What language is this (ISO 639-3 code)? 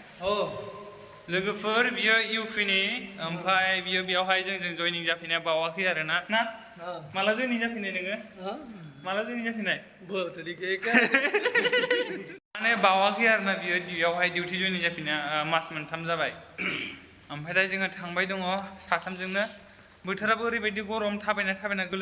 brx